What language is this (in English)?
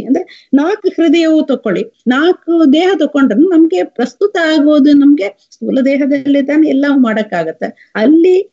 Kannada